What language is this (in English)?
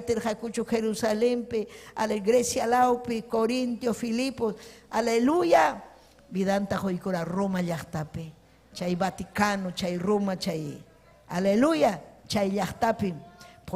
Ayacucho Quechua